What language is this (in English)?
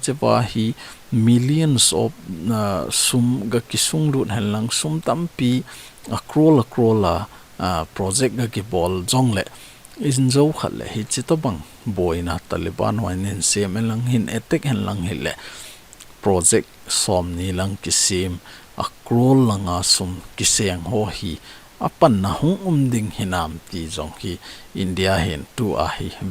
Thado Chin